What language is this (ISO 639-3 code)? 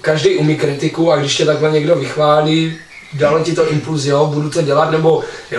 ces